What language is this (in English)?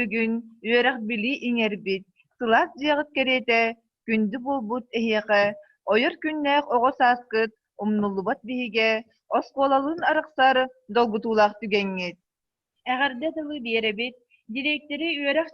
Yakut